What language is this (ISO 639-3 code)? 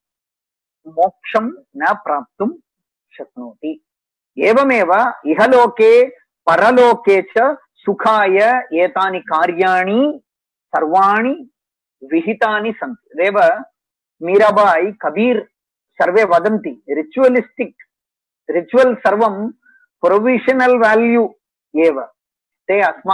san